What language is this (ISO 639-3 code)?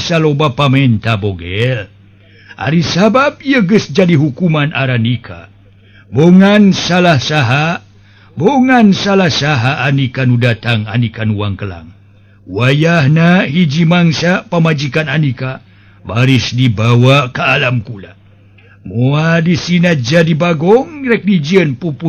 sun